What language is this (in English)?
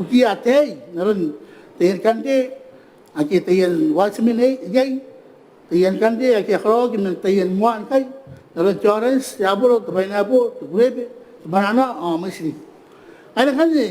Gilbertese